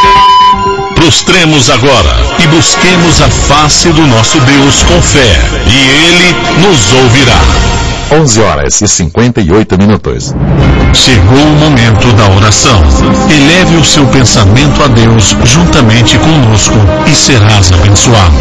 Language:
Portuguese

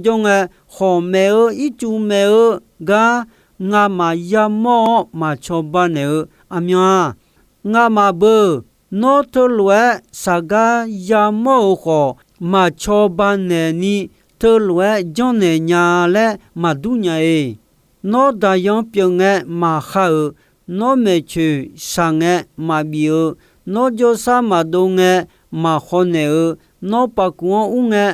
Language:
Akha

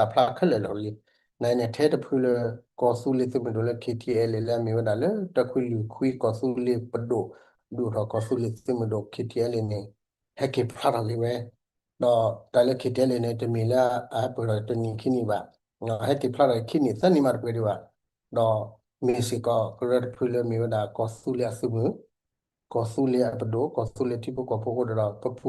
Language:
S'gaw Karen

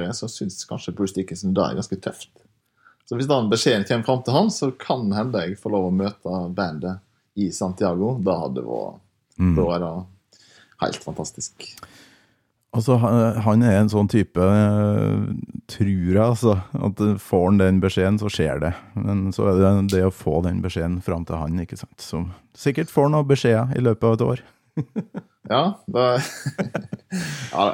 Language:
Norwegian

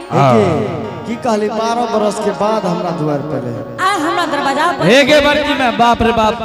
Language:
Angika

